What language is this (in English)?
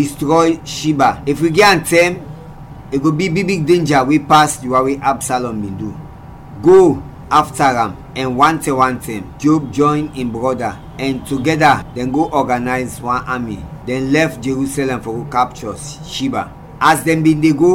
Krio